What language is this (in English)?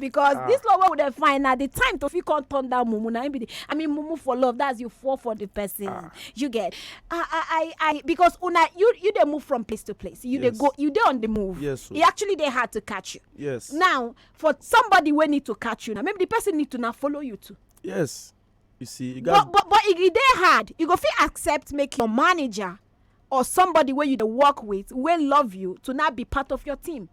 Nigerian Pidgin